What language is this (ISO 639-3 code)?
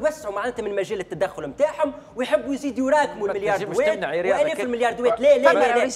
aeb